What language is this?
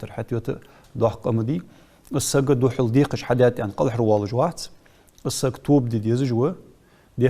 Ingush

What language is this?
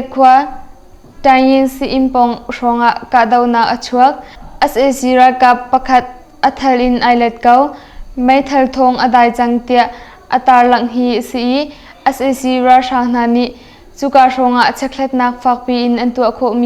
Hakha Chin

